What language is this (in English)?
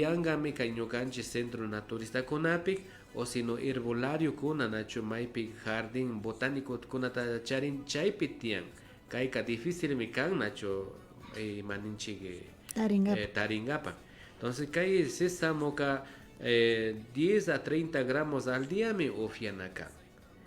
Imbabura Highland Quichua